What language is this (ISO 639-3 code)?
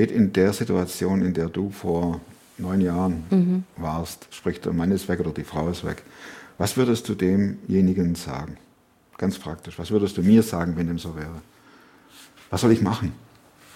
deu